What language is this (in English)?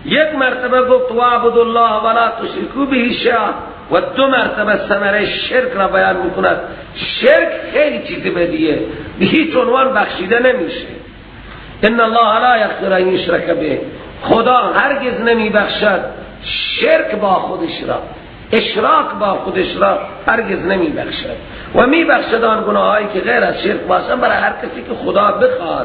Persian